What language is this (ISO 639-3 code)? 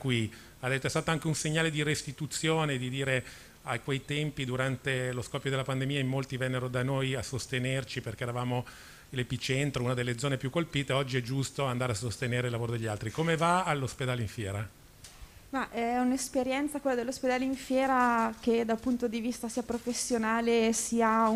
ita